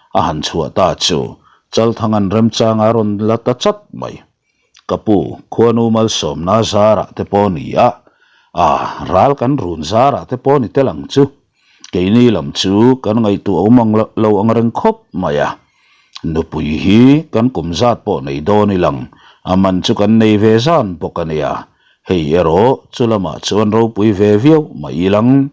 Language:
Mizo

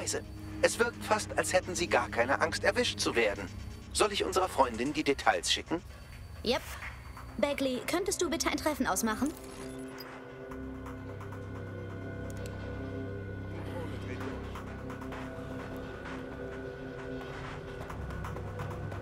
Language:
German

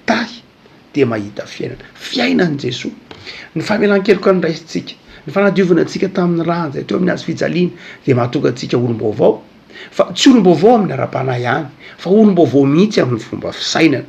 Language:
Malagasy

